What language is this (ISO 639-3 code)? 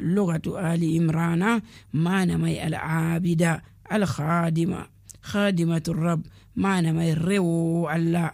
fuv